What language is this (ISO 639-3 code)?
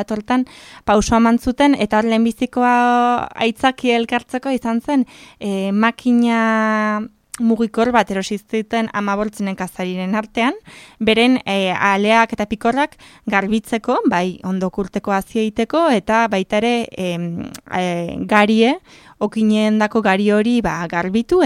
eus